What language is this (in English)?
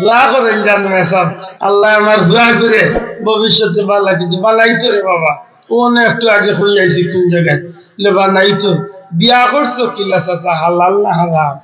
Sylheti